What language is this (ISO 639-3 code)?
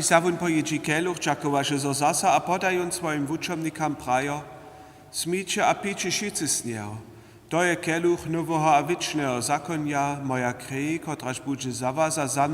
hsb